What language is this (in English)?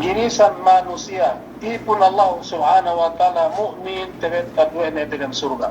Yakan